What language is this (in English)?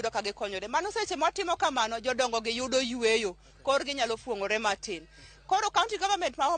Luo (Kenya and Tanzania)